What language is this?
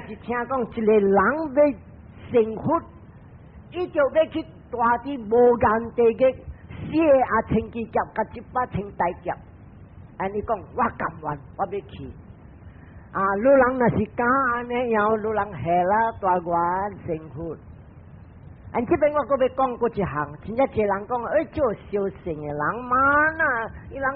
Min Nan Chinese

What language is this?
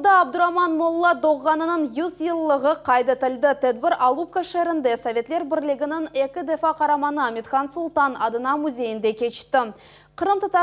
Crimean Tatar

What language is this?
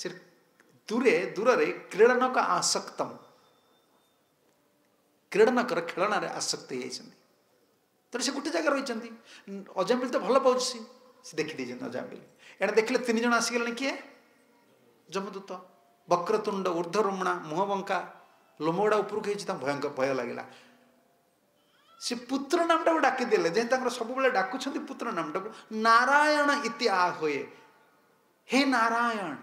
Odia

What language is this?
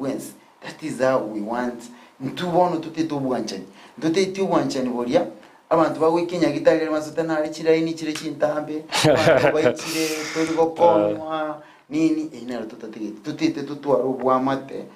Gusii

